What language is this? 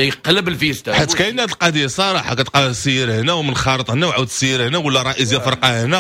Moroccan Arabic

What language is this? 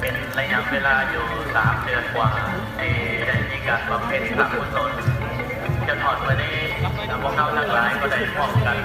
Lao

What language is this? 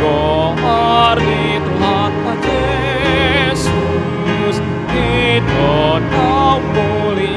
Batak Toba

